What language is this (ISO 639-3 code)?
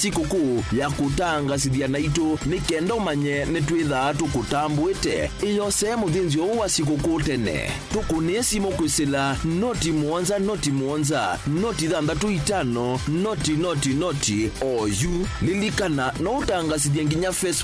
kam